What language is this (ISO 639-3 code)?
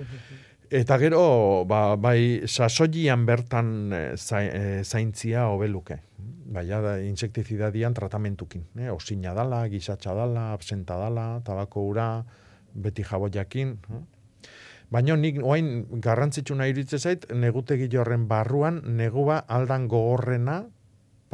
eus